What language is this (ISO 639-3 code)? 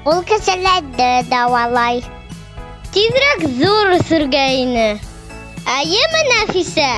bak